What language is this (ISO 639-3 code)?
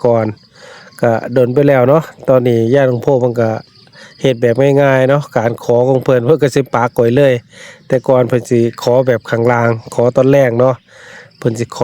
tts